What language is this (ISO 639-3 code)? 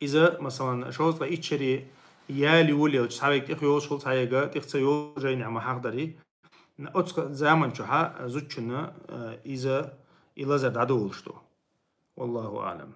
che